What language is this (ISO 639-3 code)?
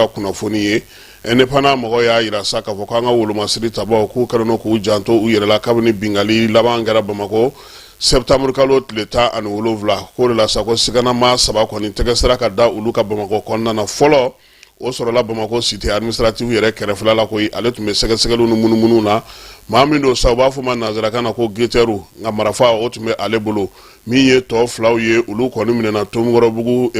bam